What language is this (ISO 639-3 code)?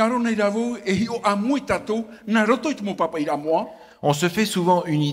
tah